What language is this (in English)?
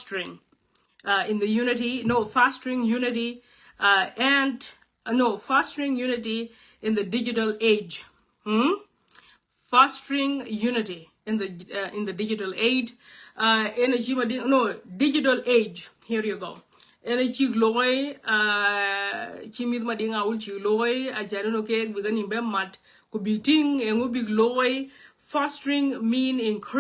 Nuer